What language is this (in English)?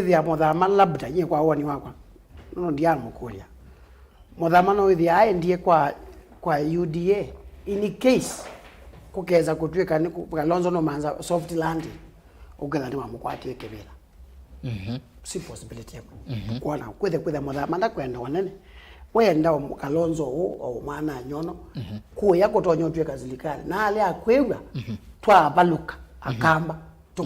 Kamba